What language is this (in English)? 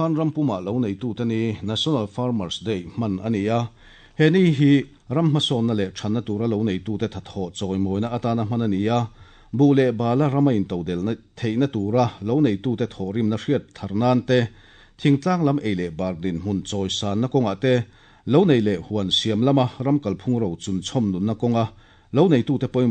Mizo